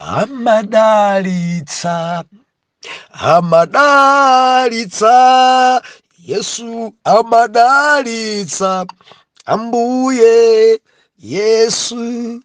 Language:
Nyanja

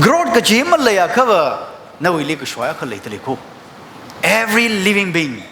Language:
Tangkhul Naga (India)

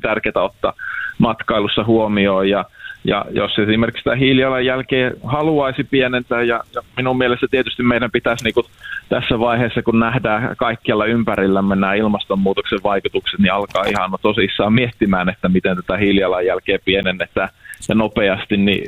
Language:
Finnish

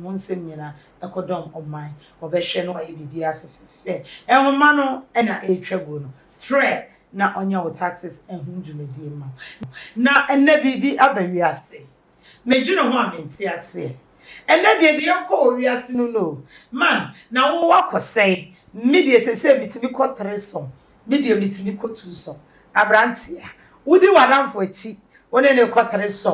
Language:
Akan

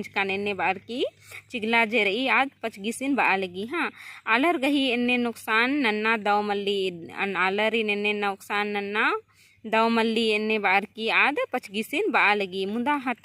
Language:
Kurukh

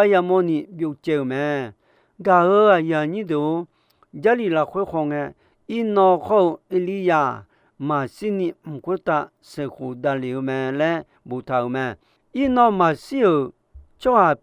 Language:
Akha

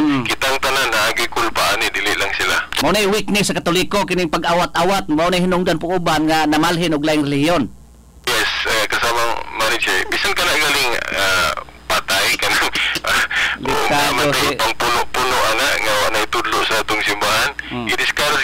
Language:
Cebuano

